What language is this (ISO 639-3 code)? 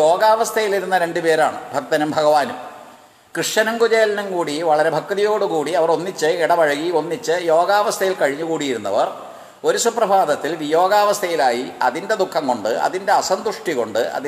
mal